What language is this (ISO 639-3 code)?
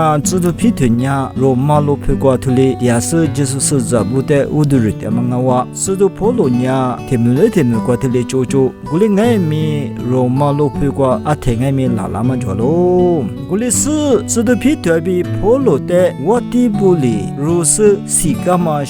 lis